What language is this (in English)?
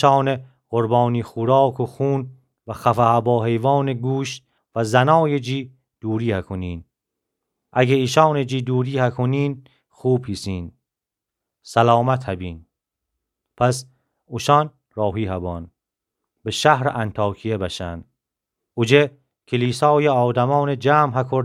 Gilaki